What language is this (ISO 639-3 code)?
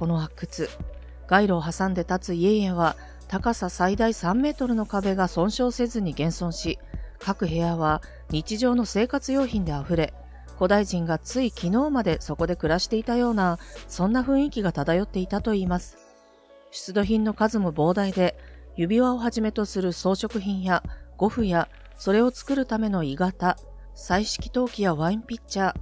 jpn